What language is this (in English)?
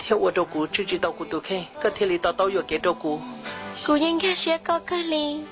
Hmong